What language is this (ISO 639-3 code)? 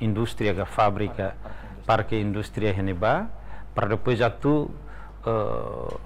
tet